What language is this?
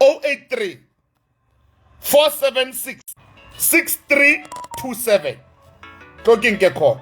Southern Sotho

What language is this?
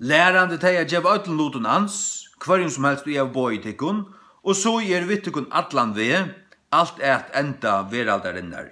Faroese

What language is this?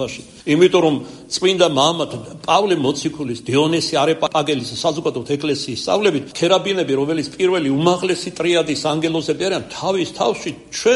Georgian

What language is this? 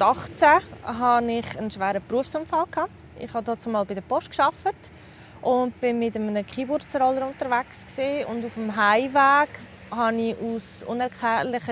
Swiss German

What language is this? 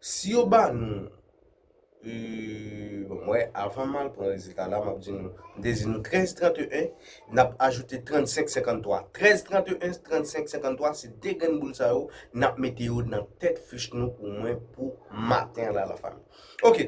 Haitian Creole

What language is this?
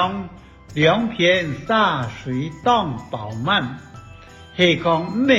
Hakka Chinese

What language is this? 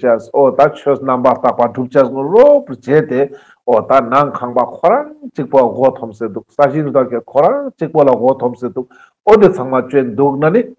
Ladakhi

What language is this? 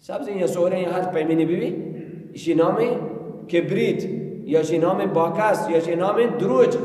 Baluchi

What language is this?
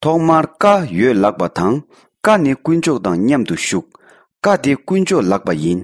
Tibetan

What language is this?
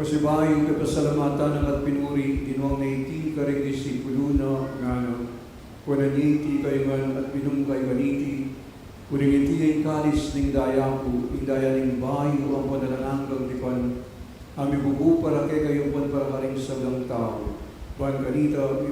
Pampanga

